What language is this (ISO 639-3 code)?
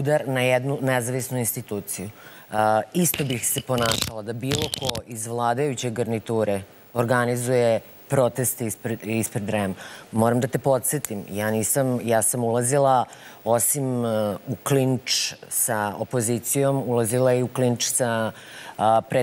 srp